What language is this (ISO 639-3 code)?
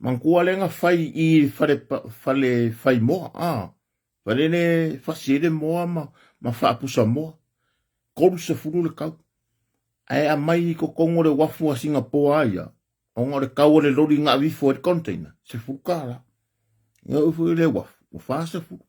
smo